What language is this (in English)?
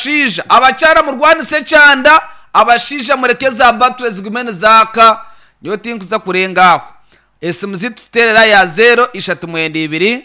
Nyankole